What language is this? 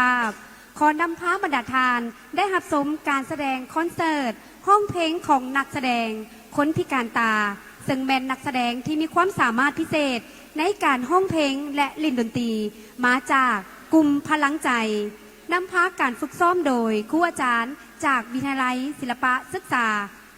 Lao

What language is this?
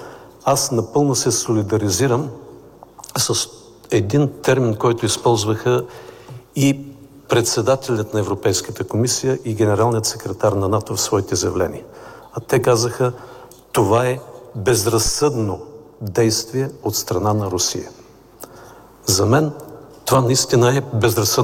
Bulgarian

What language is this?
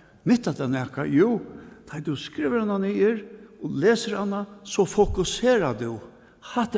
Faroese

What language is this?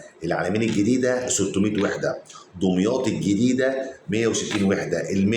Egyptian Arabic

